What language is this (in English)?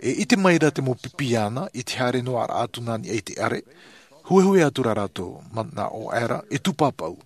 Tahitian